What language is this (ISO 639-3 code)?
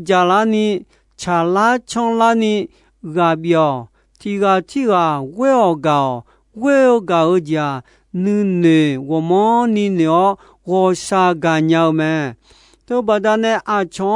ahk